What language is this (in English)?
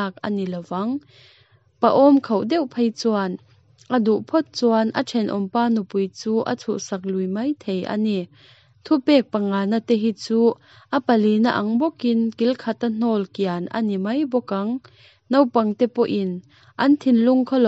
Mizo